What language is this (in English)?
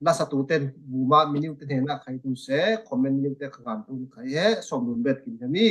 Falam Chin